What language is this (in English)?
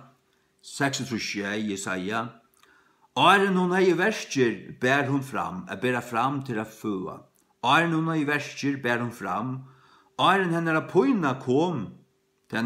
Faroese